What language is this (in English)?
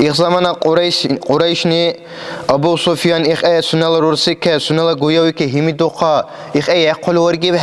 Dargwa